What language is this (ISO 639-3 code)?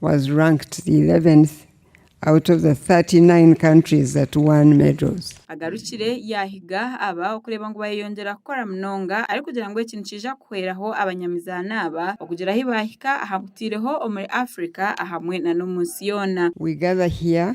nyn